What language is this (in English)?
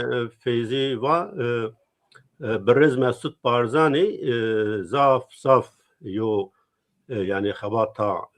Zaza